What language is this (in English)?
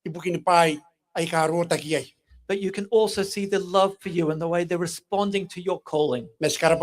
Gilbertese